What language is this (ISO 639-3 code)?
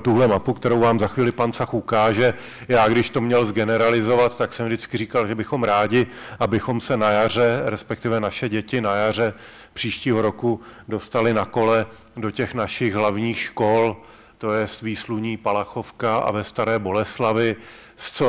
ces